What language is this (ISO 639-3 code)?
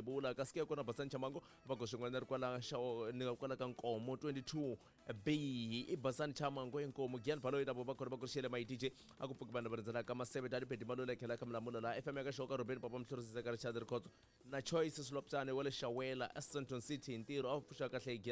tso